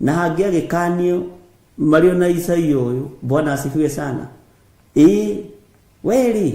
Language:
Kikuyu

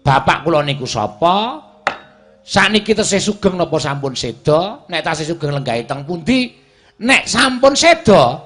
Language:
Javanese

